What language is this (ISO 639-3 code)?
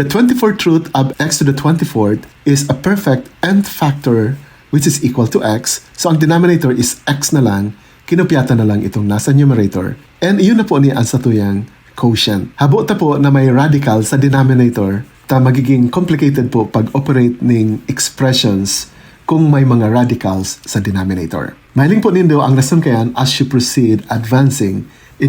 bik